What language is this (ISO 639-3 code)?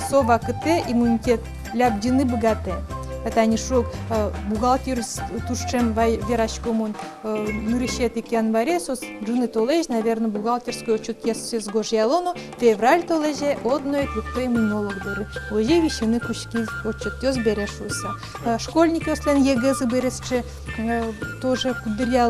udm